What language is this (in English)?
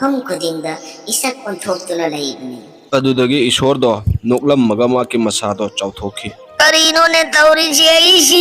Manipuri